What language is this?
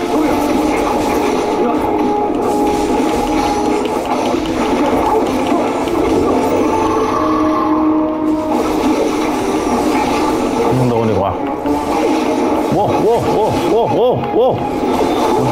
Thai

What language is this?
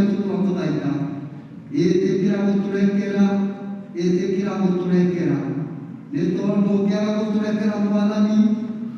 Kikuyu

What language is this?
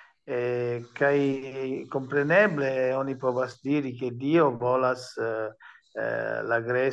Esperanto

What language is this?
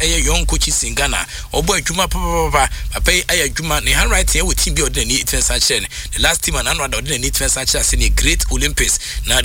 Akan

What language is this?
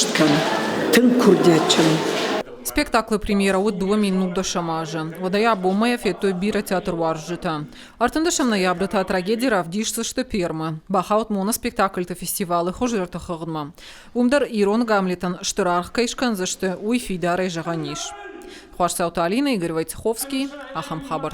Ossetic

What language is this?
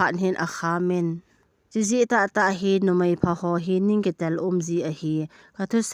Thado Chin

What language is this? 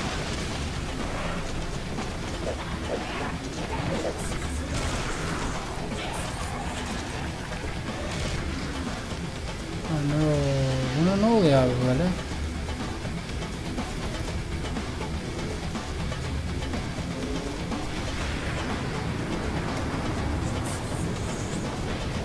Turkish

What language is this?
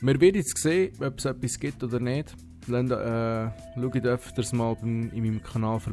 Swiss German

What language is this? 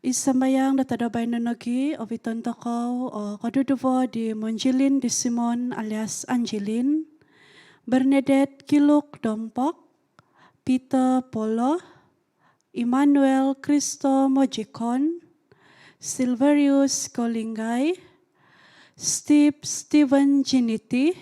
Central Dusun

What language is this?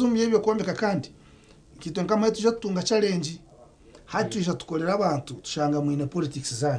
Nyankole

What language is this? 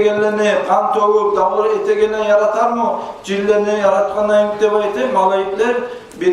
Kumyk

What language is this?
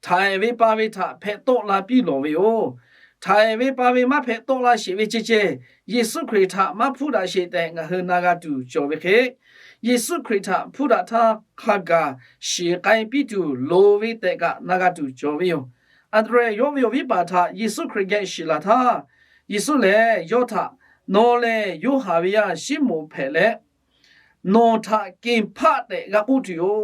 Lahu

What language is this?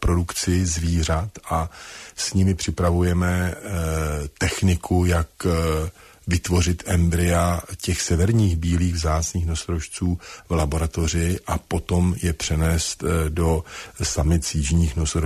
Czech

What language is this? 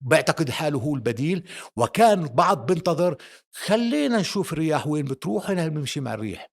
North Levantine Arabic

